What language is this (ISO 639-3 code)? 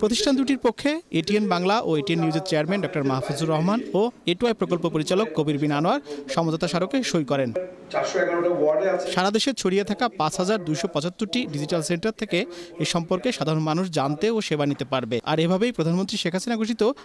ben